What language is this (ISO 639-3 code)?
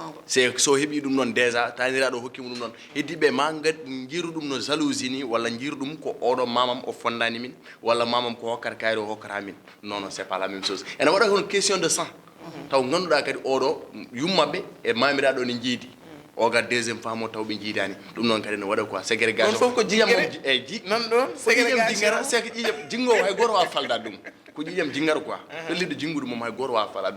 ful